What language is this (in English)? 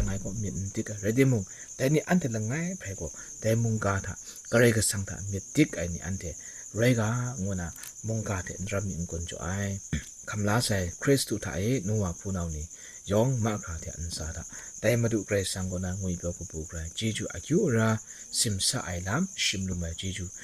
Kachin